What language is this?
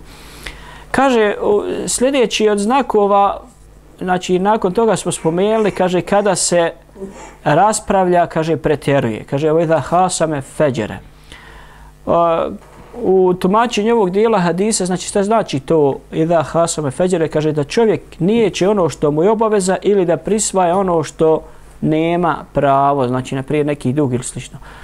Bosnian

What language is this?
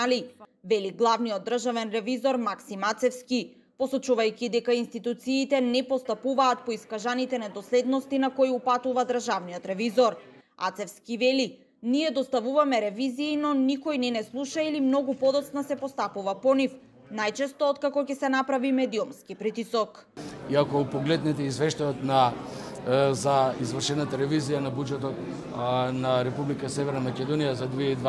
Macedonian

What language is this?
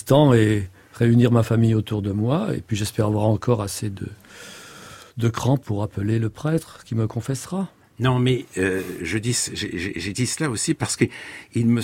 French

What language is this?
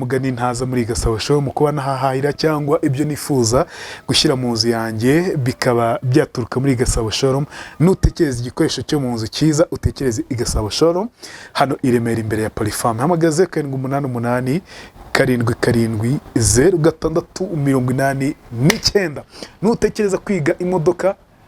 Kinyarwanda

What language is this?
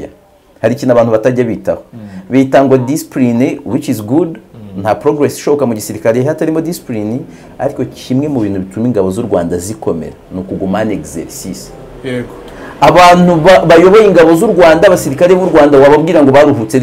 Kinyarwanda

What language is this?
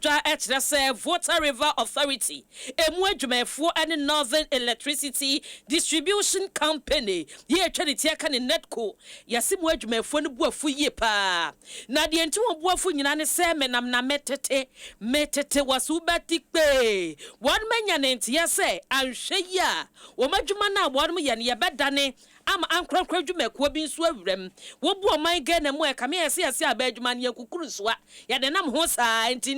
Akan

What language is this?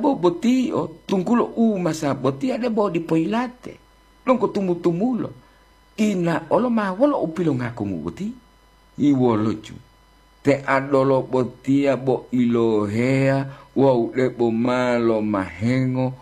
Gorontalo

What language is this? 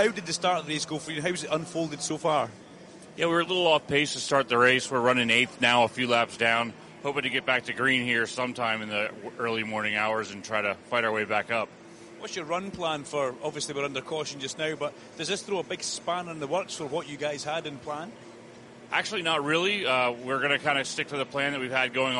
English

